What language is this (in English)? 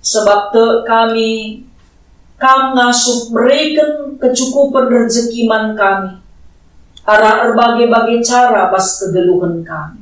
Batak Karo